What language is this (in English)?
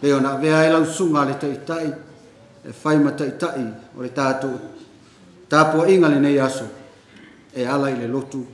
Samoan